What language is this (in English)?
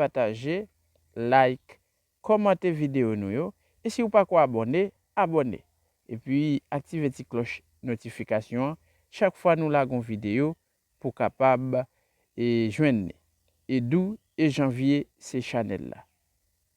Haitian Creole